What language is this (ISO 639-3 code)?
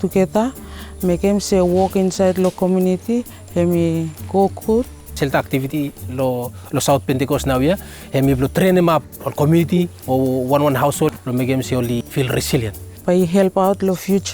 bis